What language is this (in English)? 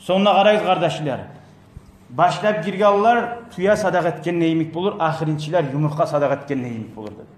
Kumyk